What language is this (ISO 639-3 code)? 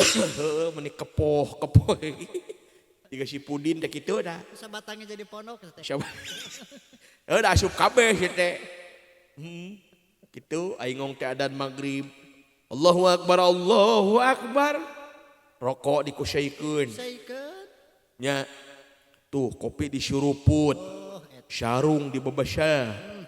sun